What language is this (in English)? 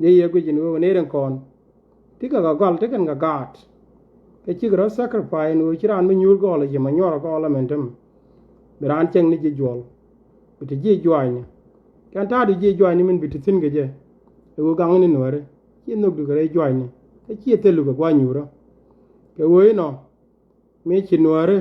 Nuer